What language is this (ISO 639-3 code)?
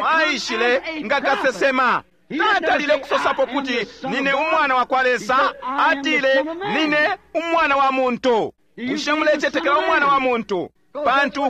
bem